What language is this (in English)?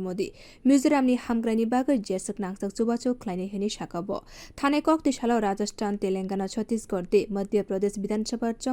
Kok Borok